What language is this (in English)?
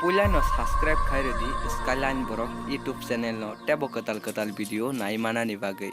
Kok Borok